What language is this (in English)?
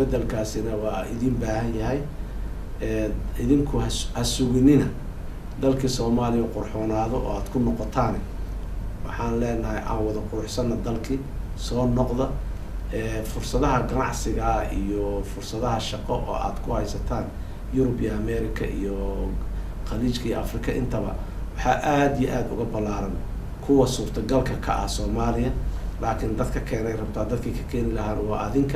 Somali